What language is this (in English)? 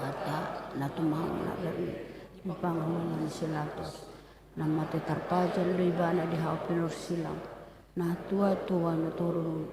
Batak Toba